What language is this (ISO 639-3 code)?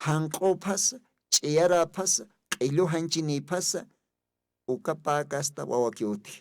aym